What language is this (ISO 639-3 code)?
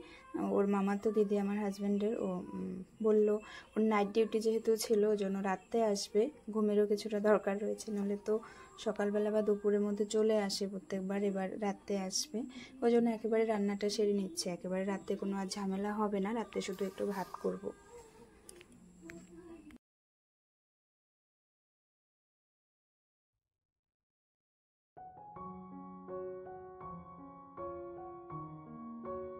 ben